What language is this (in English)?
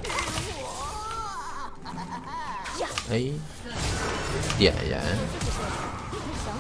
Chinese